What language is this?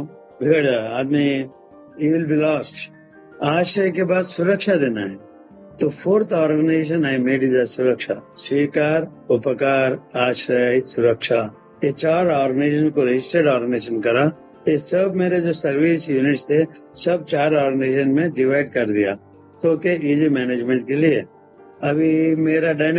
Hindi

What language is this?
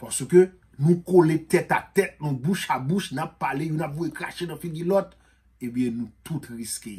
Haitian Creole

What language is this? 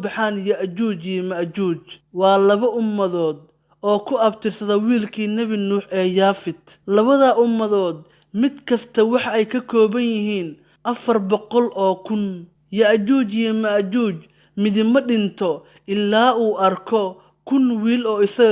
Somali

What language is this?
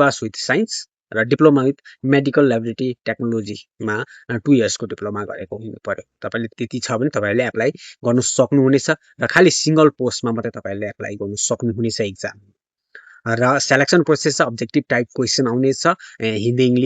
Nepali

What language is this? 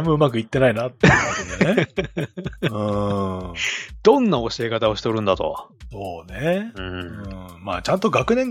Japanese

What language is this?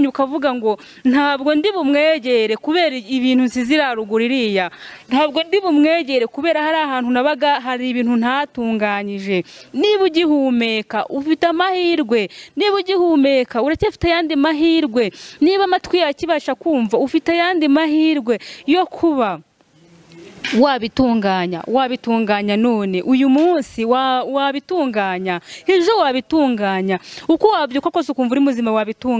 Kinyarwanda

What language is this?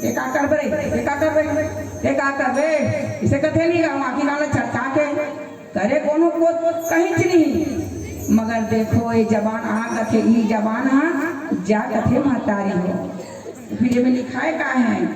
Chhattisgarhi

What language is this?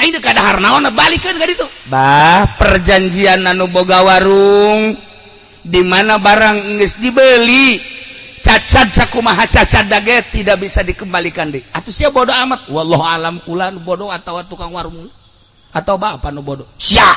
Sundanese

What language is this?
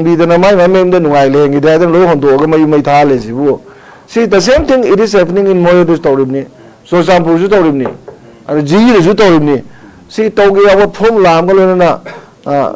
Manipuri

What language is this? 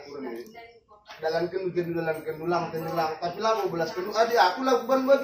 Batak Karo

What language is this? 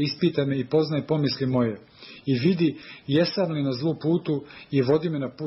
Serbian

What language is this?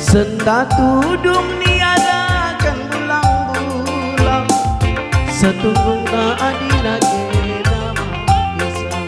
Batak Karo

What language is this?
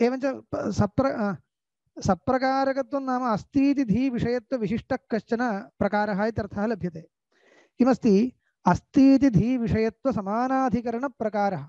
Sanskrit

